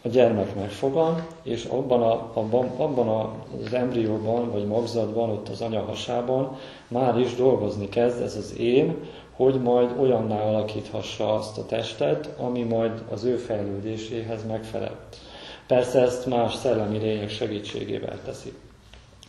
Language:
Hungarian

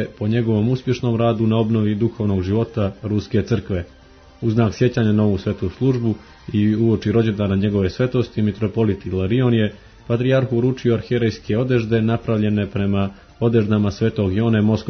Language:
Serbian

